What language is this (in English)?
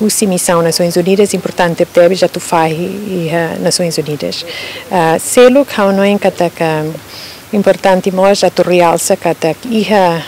Tetum